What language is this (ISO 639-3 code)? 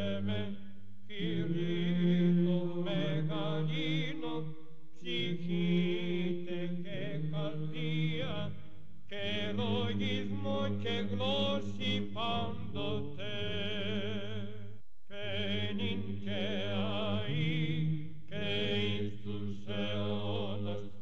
ell